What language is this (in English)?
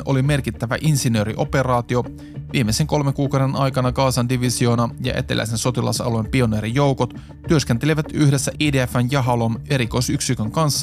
Finnish